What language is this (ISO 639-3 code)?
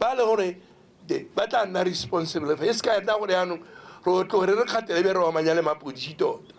tsn